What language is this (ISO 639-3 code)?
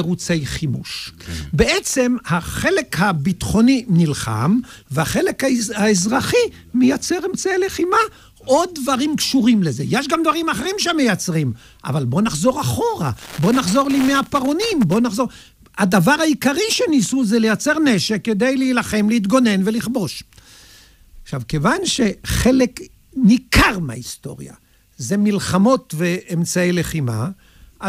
heb